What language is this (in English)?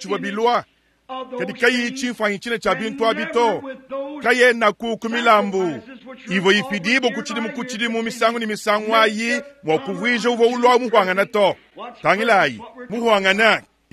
Luba-Lulua